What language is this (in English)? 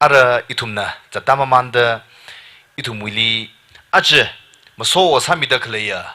Tangkhul Naga (India)